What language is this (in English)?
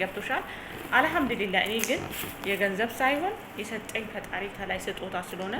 Amharic